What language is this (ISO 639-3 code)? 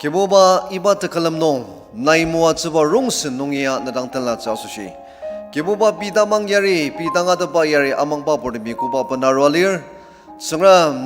njo